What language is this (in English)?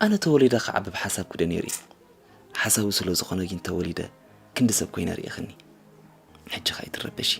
Tigrinya